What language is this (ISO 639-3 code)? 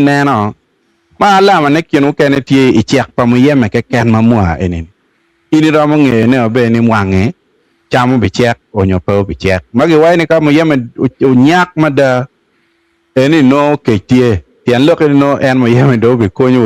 ach